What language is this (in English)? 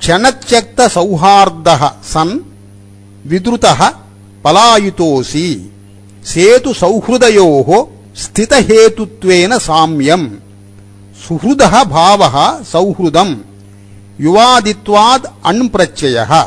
Sanskrit